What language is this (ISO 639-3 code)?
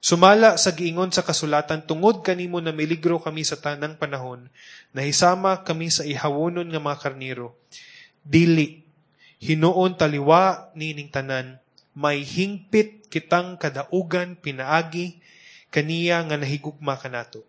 ceb